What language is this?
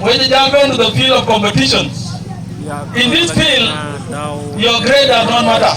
Dinka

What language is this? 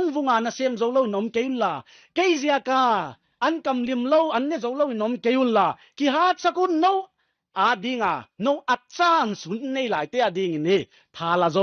Paite Chin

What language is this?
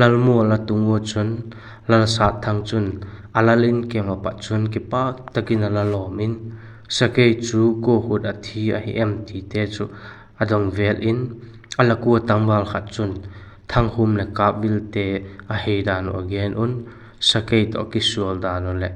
Vaiphei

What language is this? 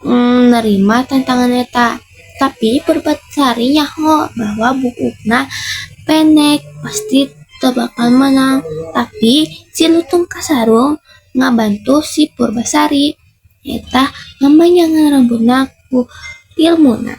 Sundanese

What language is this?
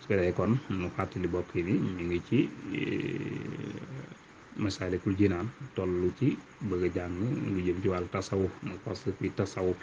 Wolof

